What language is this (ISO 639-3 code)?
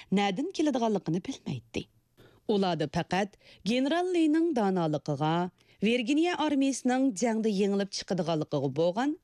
uig